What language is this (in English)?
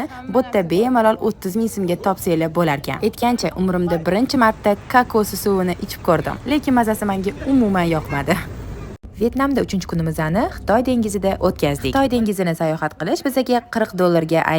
Uzbek